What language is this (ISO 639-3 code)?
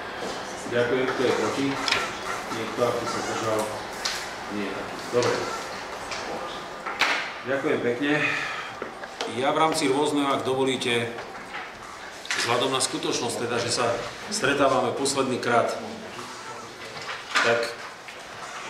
slk